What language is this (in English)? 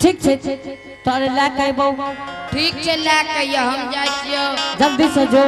Angika